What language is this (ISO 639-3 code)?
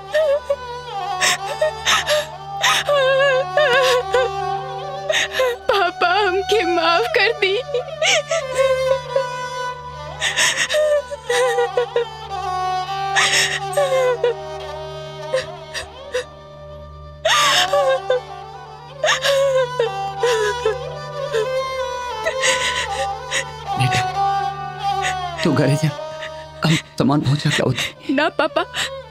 bho